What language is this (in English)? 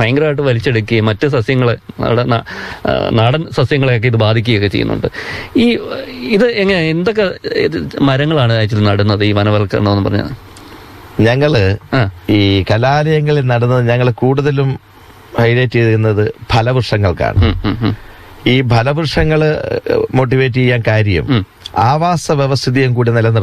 Malayalam